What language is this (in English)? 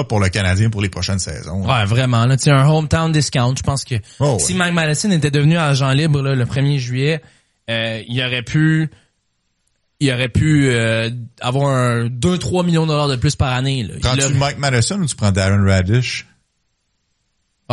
French